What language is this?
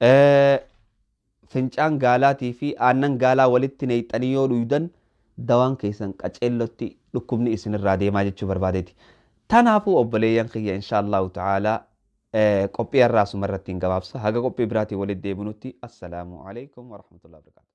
Oromo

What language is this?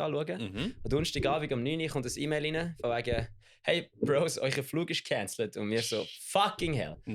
Swiss German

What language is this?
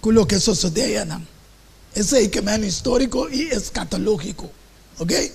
Papiamento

